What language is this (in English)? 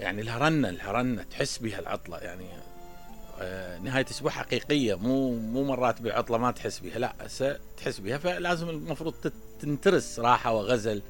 Mesopotamian Arabic